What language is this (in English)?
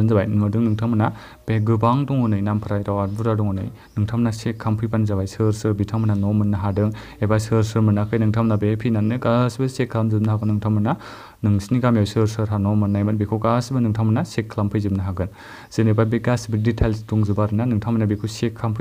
Bodo